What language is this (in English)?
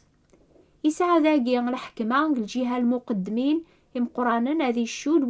Kabyle